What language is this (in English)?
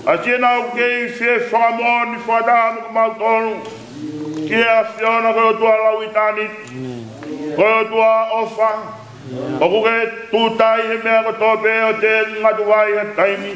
Tongan